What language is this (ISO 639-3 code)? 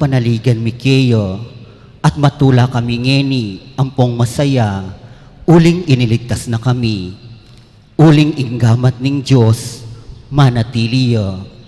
pam